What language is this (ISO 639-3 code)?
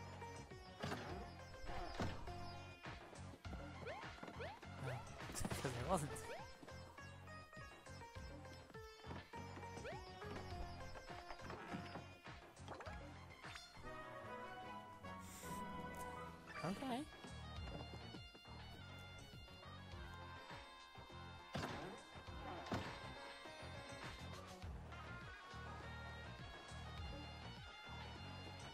eng